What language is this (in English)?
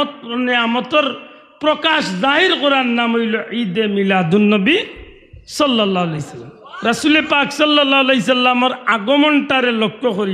Sylheti